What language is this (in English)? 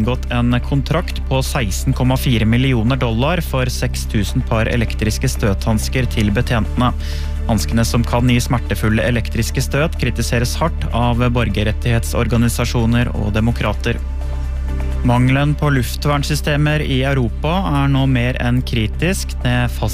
Norwegian